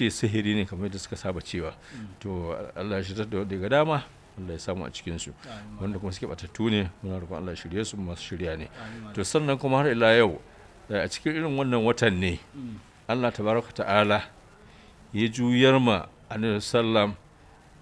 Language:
Hausa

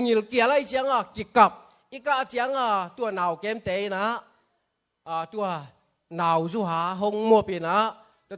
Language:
Tedim Chin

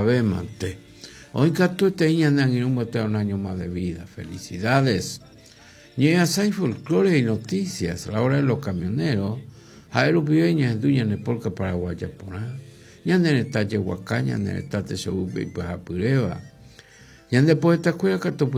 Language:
Guarani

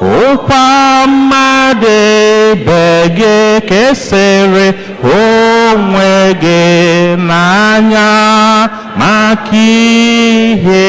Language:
Igbo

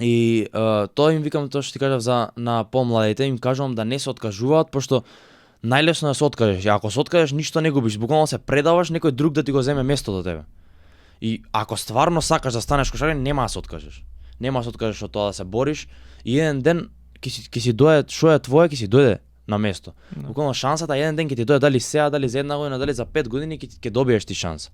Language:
Macedonian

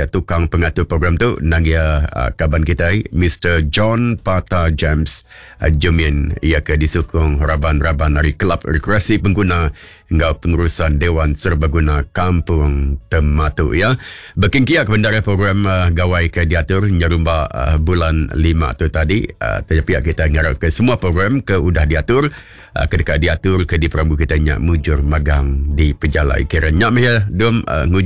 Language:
Iban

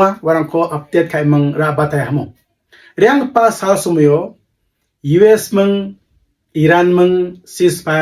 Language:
Garo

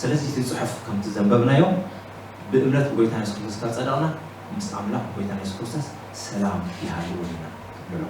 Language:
Tigrinya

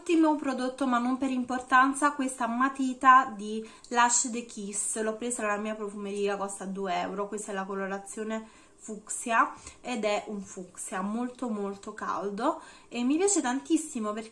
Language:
Italian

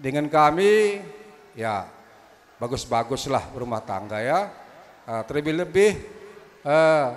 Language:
Batak Karo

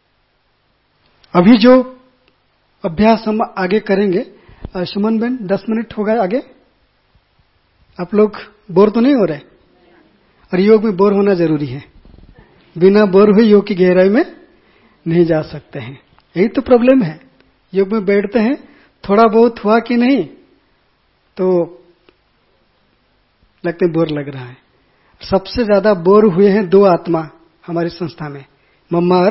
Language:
Hindi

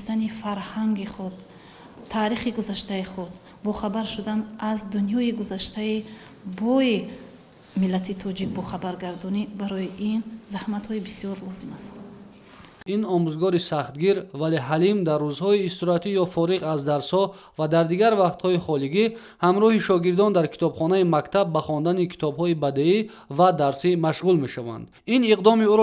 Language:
Tajik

